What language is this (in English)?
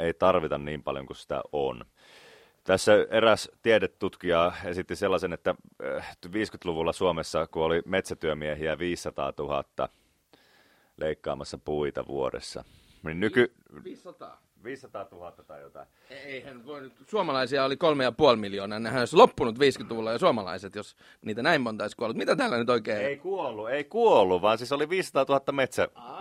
Finnish